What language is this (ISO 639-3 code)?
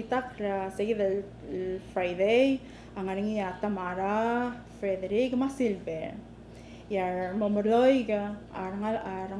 pau